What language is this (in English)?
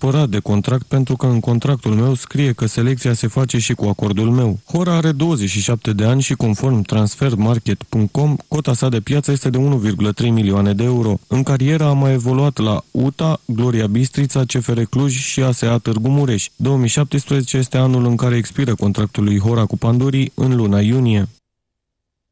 Romanian